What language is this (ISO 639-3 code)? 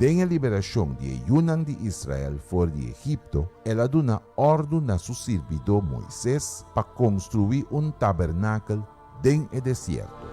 pap